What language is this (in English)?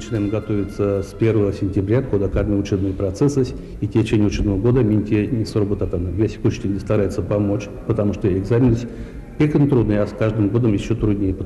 Erzya